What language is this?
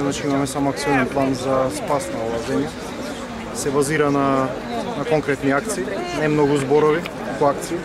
Macedonian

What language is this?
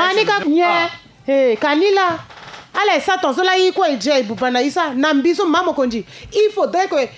Sango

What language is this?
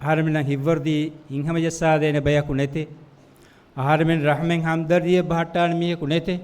Divehi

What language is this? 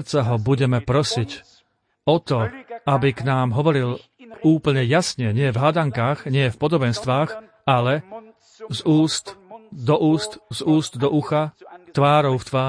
Slovak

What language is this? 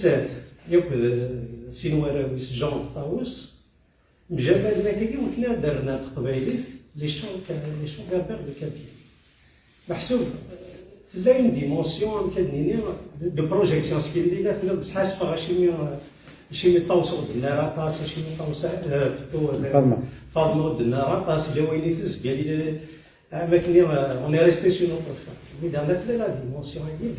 Kabyle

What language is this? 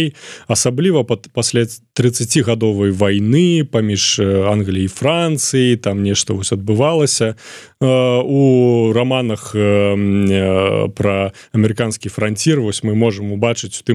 Belarusian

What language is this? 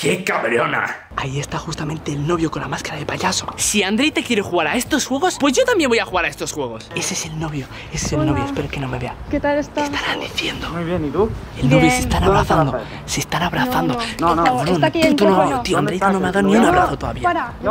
Spanish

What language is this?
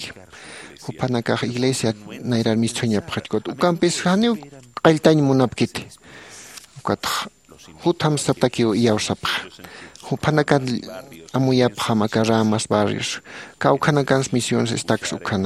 Aymara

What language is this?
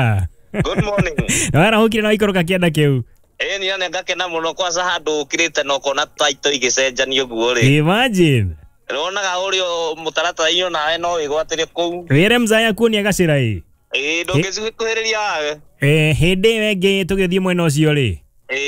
Kikuyu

